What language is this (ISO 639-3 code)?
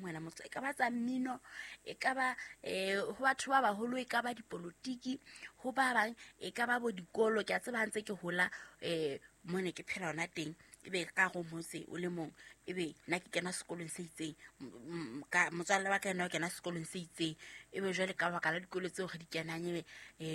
sot